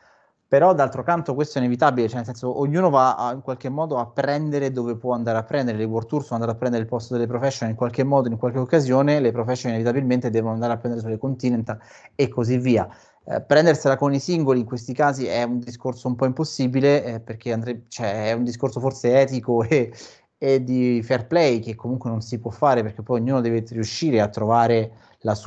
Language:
Italian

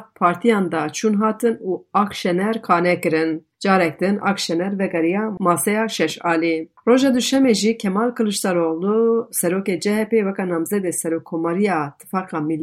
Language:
Kurdish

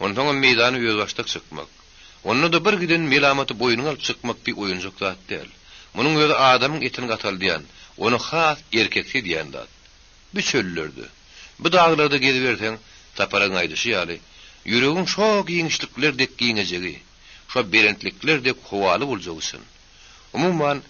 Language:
Turkmen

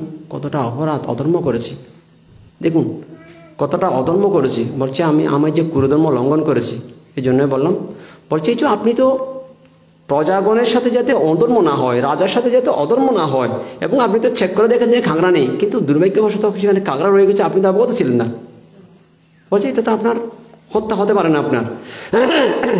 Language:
Bangla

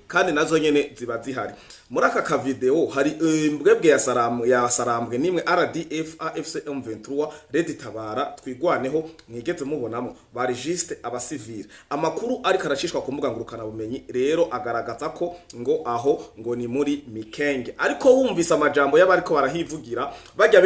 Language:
Rundi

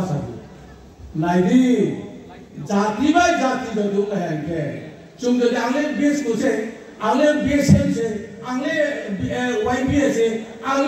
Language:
Riang (India)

